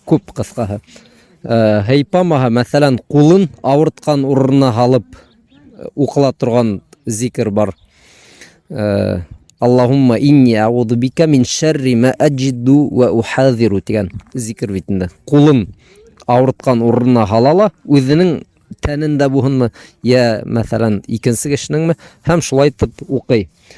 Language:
Bashkir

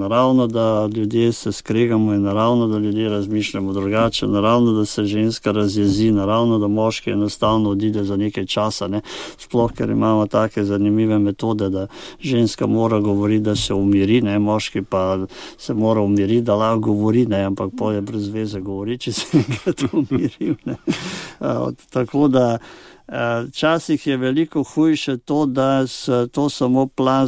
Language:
Slovenian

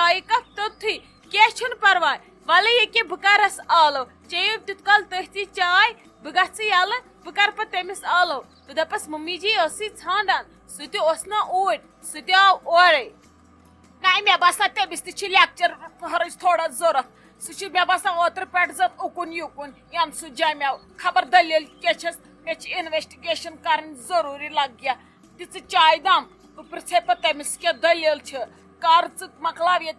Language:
Kashmiri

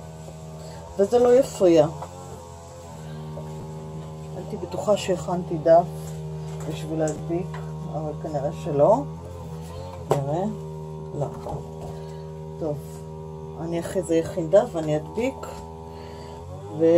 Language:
Hebrew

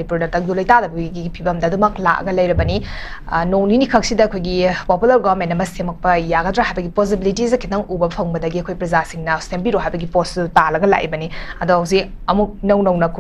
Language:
Manipuri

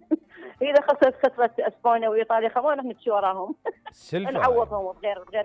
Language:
Mesopotamian Arabic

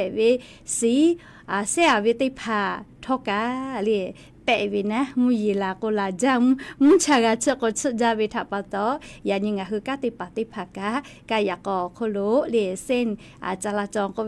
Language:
Lahu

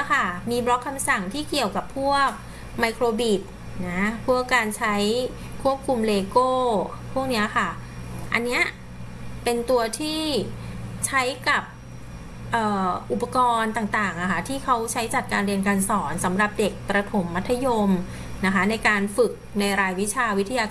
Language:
Thai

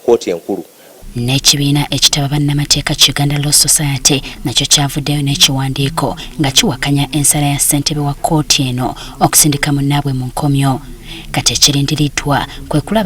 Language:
Ganda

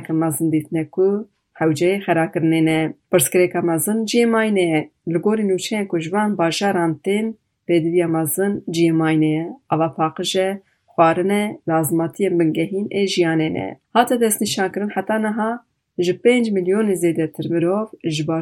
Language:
Kurdish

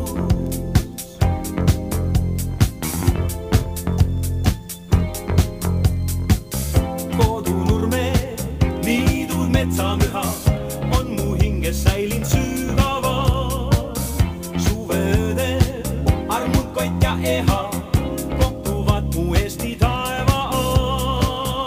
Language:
Estonian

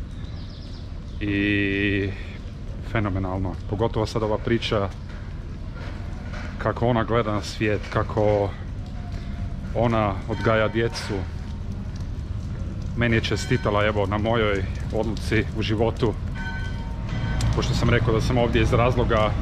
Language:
Croatian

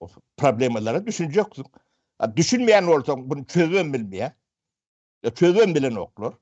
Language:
Turkmen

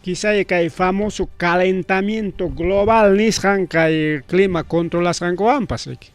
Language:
Ayacucho Quechua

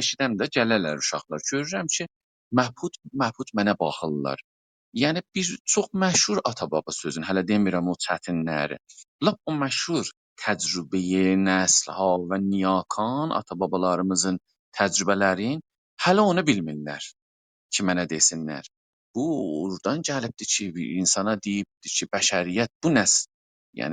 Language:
South Azerbaijani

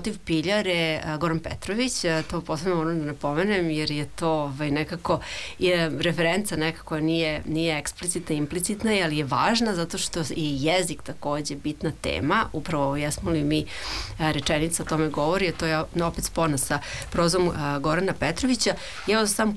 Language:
Serbian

